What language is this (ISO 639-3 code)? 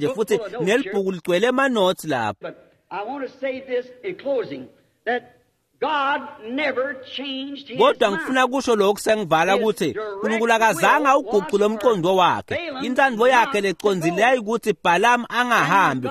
ssw